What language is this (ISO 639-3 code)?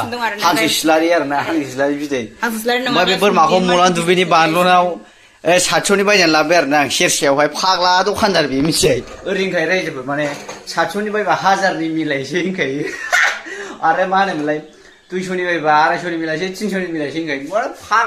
brx